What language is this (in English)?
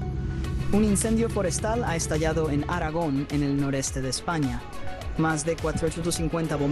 Spanish